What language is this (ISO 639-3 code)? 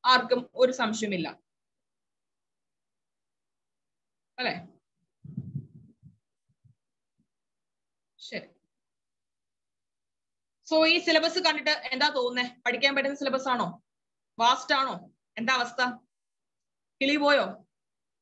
mal